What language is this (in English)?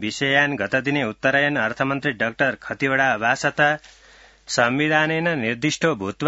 Sanskrit